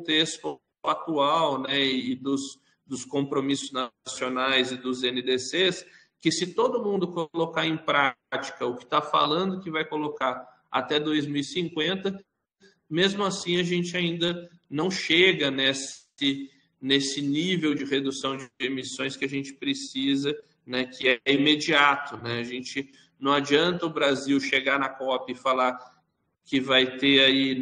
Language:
Portuguese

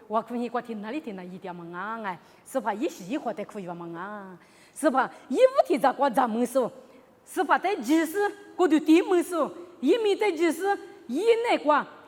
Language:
Lisu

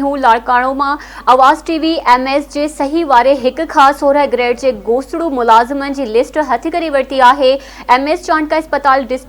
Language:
Sindhi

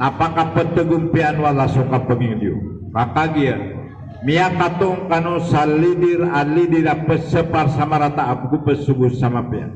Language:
Maranao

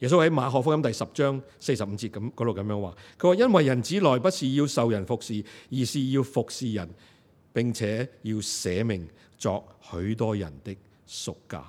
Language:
Cantonese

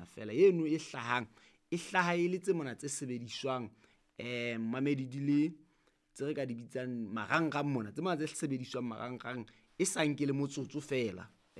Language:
Southern Sotho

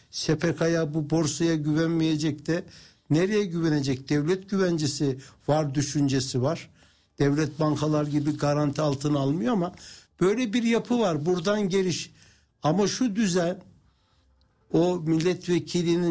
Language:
Turkish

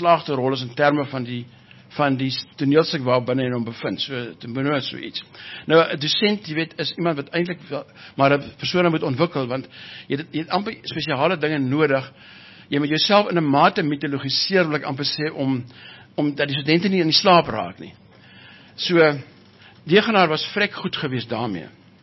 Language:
Afrikaans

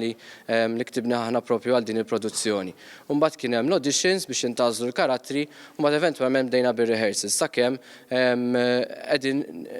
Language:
Maltese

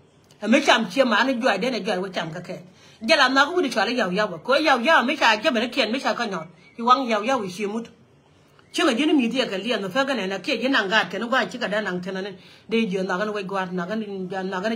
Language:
Nuer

